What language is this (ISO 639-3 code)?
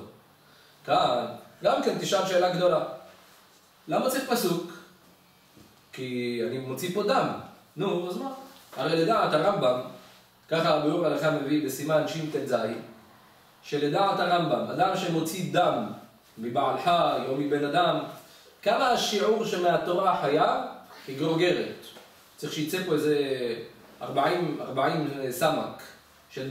heb